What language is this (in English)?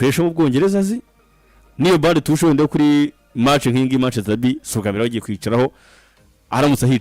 Kinyarwanda